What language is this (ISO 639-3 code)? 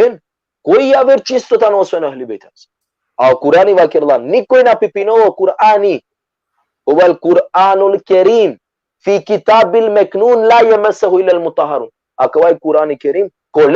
rmn